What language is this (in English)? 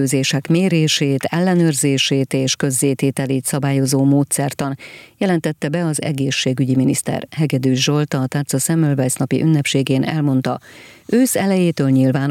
Hungarian